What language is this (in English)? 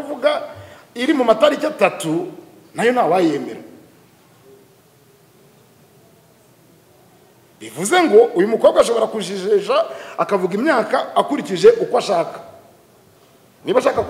Kinyarwanda